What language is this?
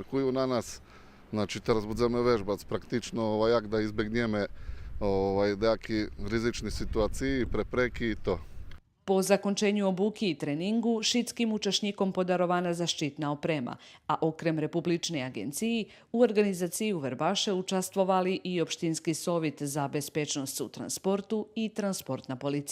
Rusyn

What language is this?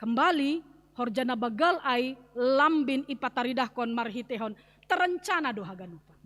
Batak Simalungun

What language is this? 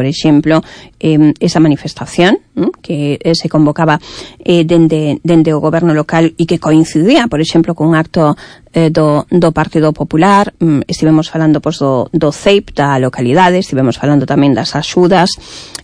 Galician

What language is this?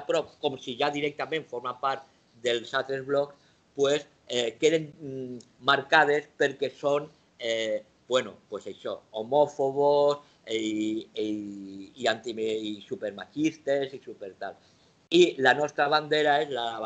Catalan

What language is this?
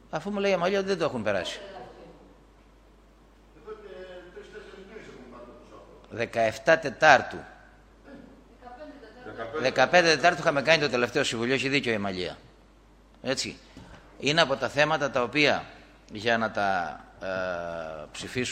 Greek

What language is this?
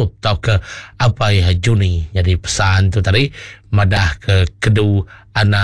Iban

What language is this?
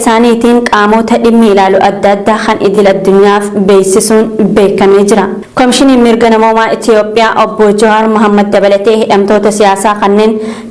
Oromo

